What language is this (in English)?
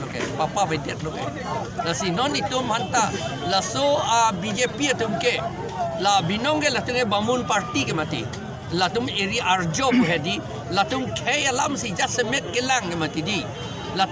Karbi